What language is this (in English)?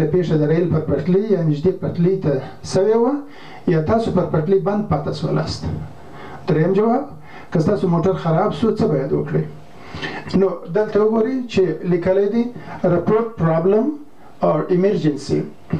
Pashto